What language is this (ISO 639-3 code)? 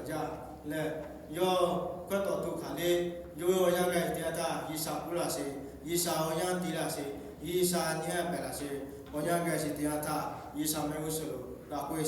lhu